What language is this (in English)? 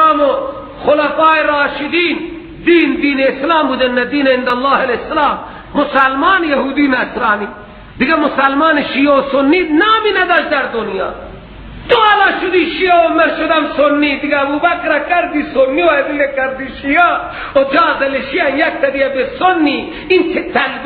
Persian